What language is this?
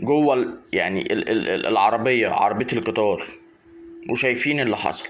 Egyptian Arabic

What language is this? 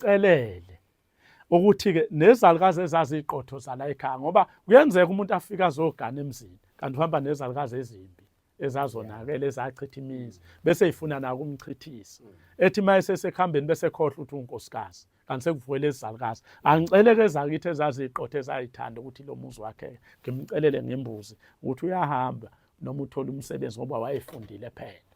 Zulu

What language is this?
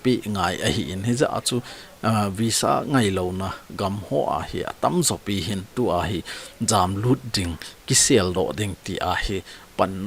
Thado Chin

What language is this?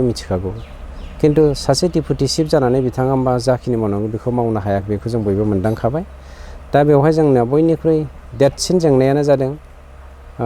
Bodo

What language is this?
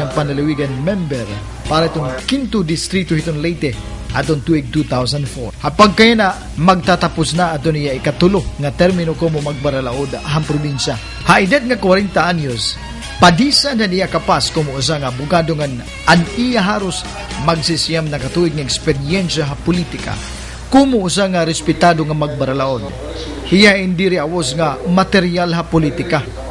Waray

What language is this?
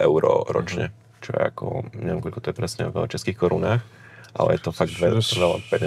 Slovak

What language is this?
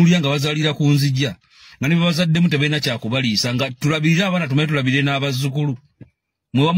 Ganda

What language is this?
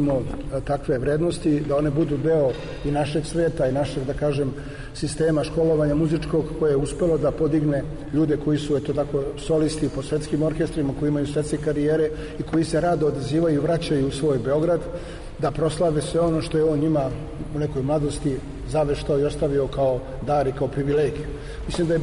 Serbian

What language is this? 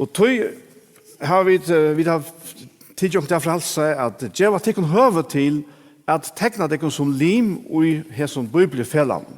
Faroese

